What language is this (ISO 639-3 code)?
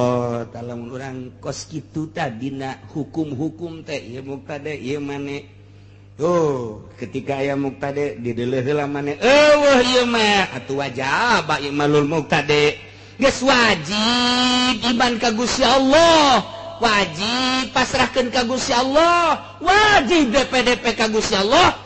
sun